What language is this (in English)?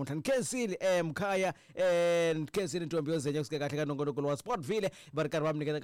Tsonga